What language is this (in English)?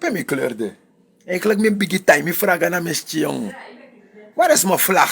Sranan Tongo